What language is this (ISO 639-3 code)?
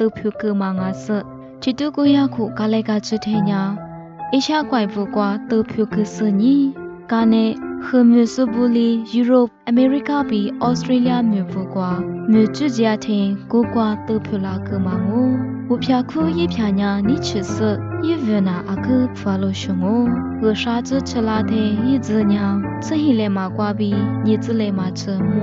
lis